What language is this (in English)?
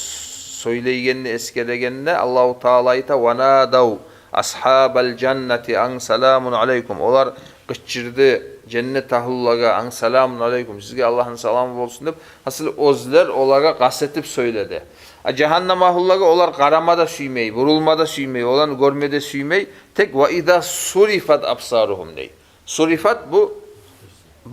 Kumyk